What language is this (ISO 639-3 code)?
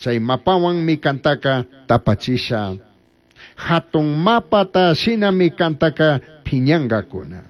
qug